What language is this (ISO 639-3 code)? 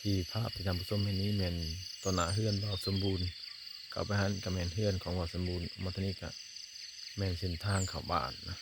lao